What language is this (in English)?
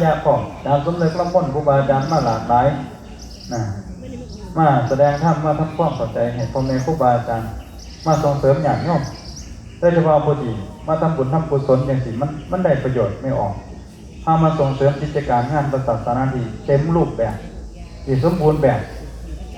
Northeastern Thai